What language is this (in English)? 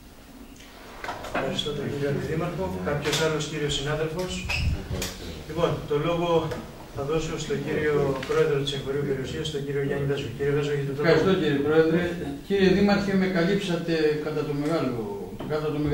Greek